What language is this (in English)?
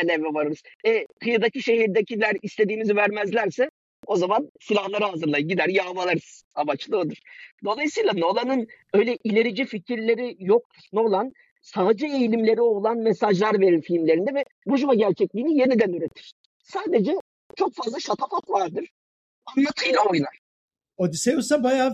Turkish